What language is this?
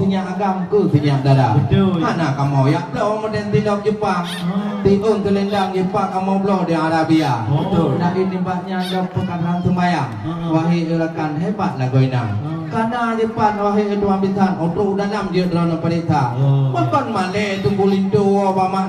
Achinese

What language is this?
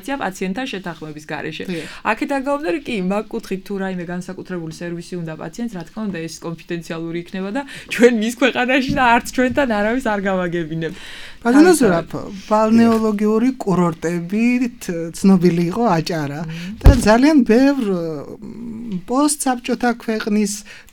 Georgian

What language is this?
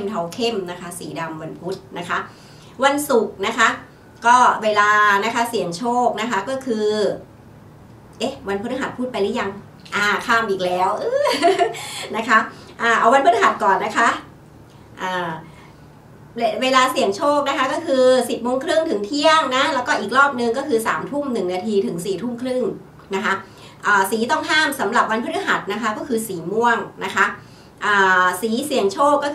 Thai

